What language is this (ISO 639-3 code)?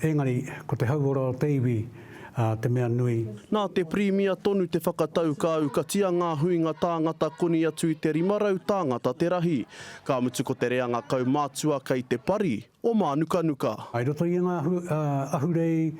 mri